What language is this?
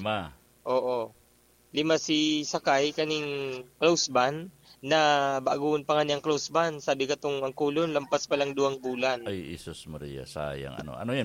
Bikol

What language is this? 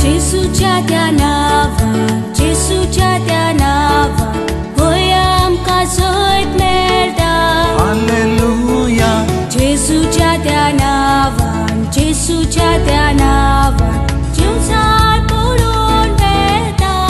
Konkani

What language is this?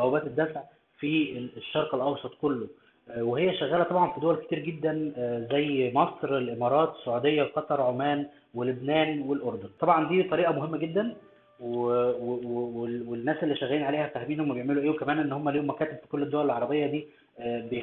Egyptian Arabic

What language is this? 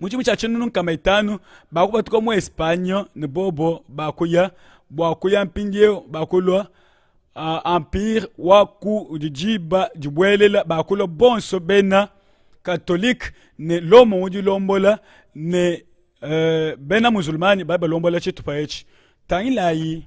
Luba-Lulua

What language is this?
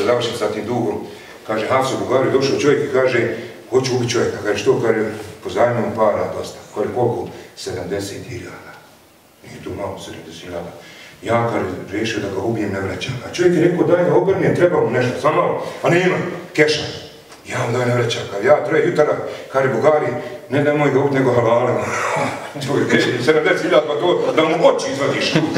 Bosnian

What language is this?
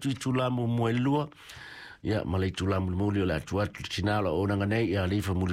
Samoan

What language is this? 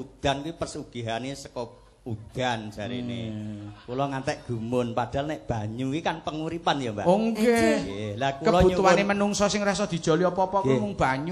Javanese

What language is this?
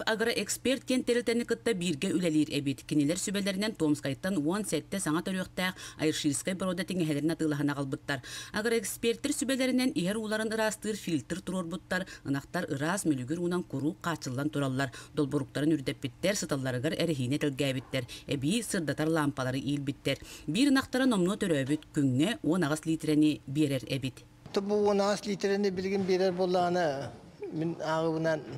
Yakut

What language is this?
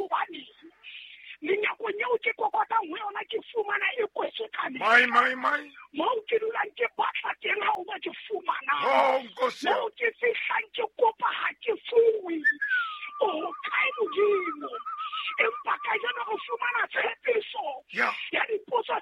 Southern Sotho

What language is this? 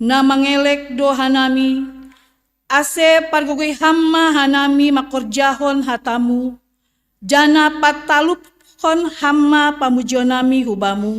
Batak Simalungun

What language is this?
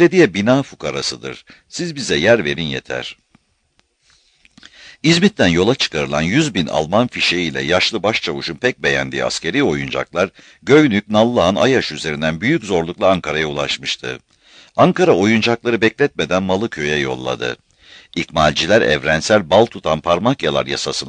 Turkish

